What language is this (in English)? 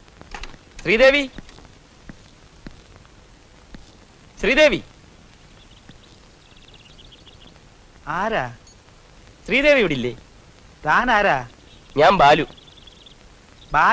Malayalam